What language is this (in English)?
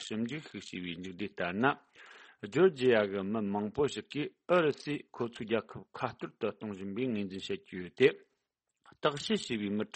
Tibetan